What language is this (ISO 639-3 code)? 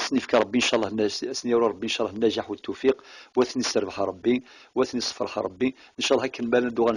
kab